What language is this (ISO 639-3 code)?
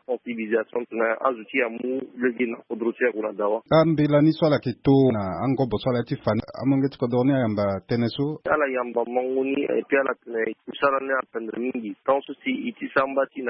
sag